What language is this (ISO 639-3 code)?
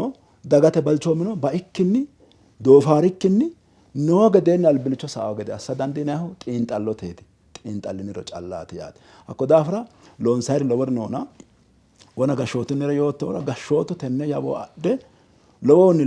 sid